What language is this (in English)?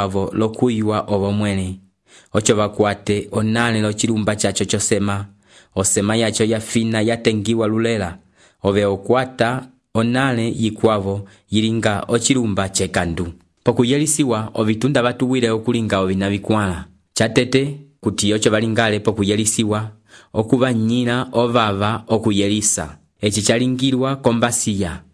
Umbundu